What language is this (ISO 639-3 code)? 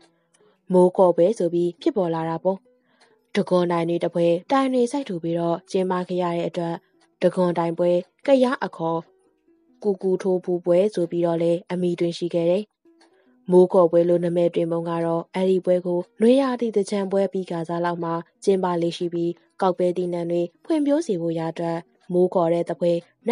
mya